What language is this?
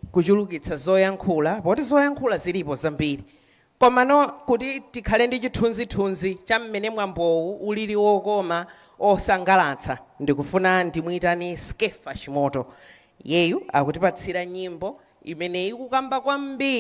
Nyanja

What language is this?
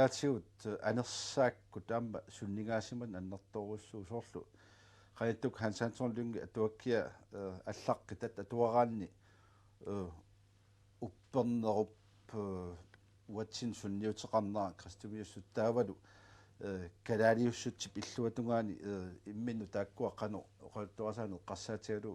Kalaallisut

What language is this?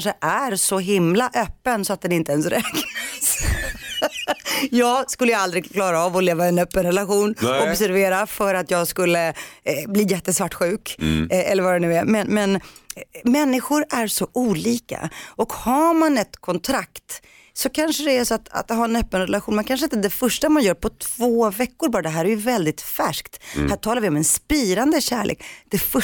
Swedish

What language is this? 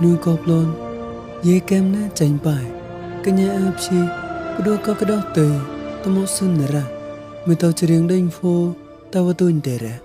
Mon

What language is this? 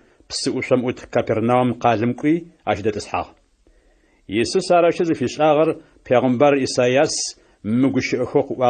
Adyghe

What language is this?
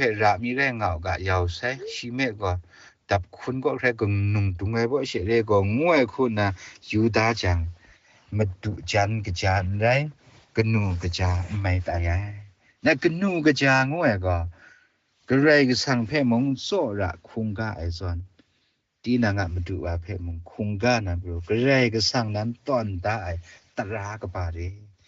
Kachin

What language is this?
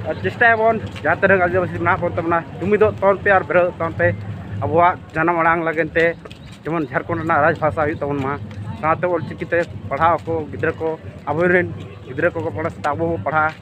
Santali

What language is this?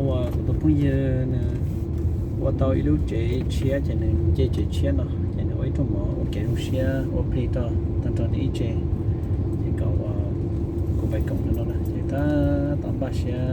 Hmong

